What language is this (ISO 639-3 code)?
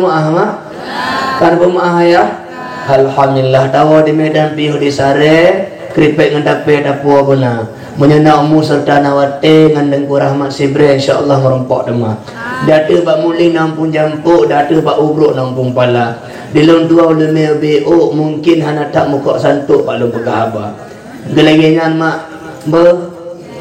ace